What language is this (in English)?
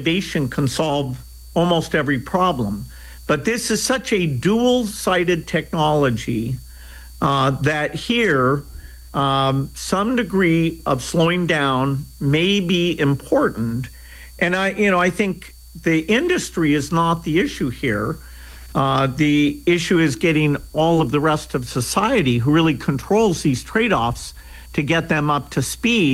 English